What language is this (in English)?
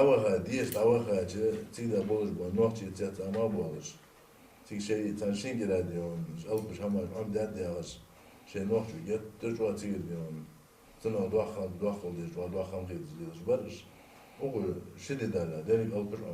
Ingush